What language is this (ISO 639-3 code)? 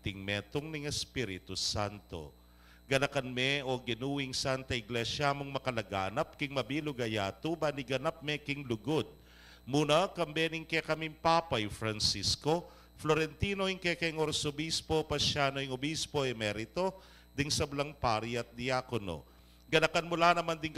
pam